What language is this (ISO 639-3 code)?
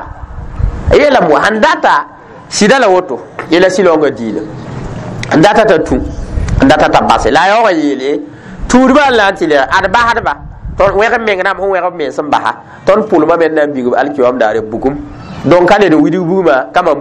mos